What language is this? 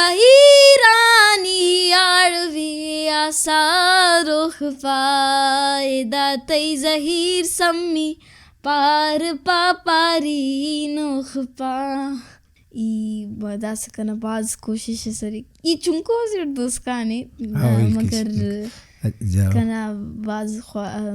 Brahui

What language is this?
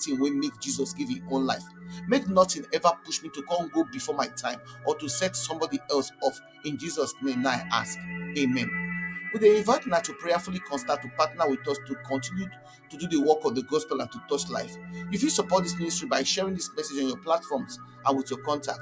Nigerian Pidgin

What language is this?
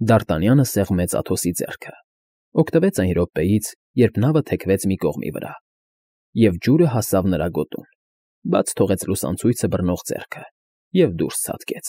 Armenian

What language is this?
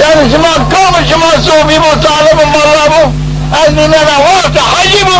Zaza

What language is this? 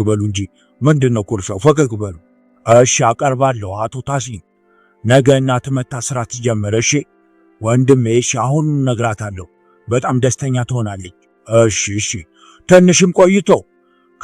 Amharic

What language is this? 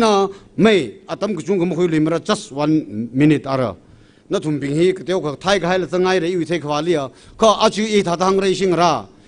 Tangkhul Naga (India)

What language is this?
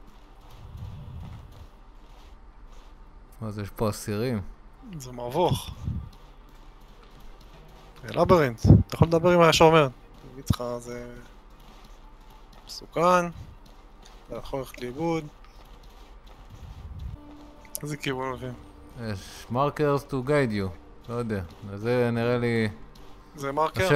Hebrew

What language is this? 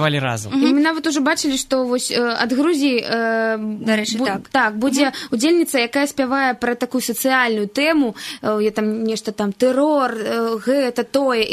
Belarusian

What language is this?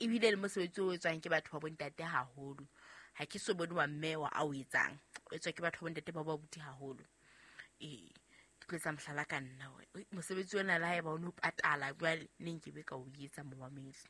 Southern Sotho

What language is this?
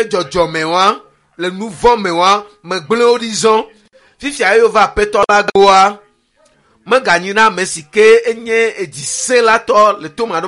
Ewe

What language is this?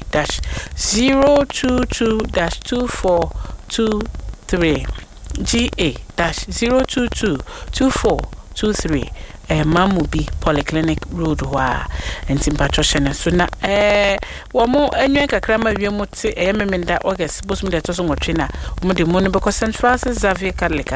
Akan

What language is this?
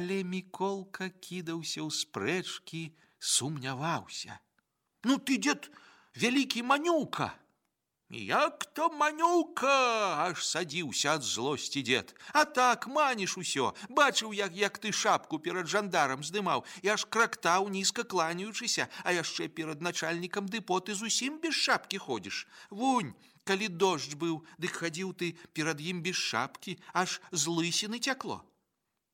Belarusian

